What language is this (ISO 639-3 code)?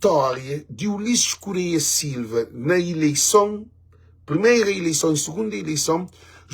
kea